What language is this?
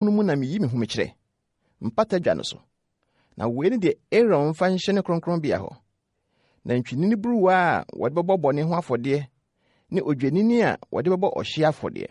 Akan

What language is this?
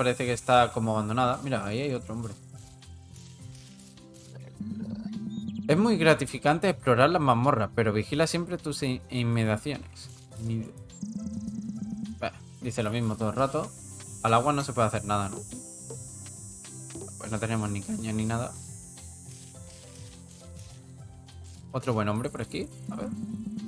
Spanish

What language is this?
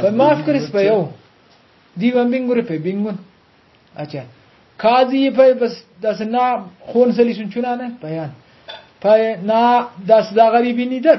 Brahui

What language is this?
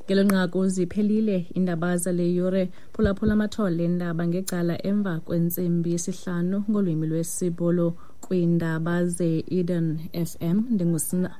Xhosa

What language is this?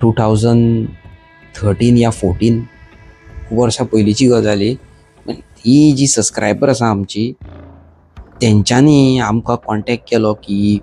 Konkani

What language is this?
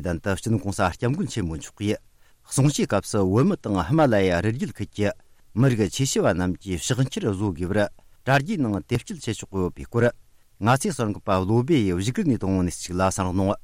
Tibetan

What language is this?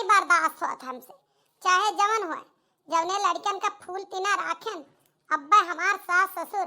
Awadhi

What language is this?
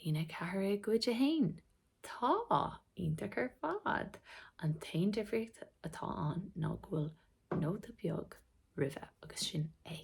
Irish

